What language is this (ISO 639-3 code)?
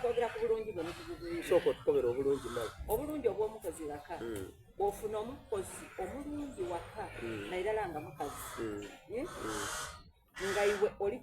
xog